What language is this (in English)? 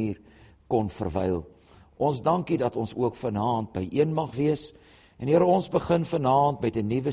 Afrikaans